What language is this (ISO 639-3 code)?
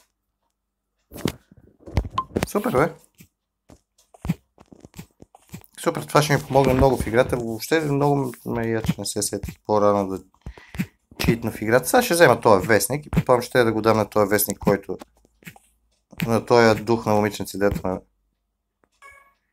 bul